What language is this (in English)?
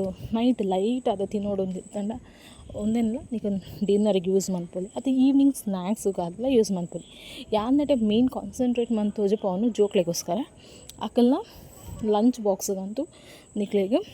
Tulu